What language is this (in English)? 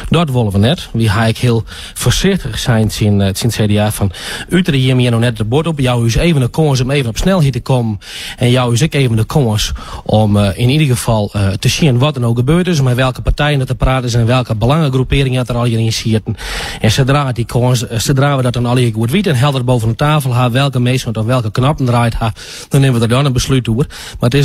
Western Frisian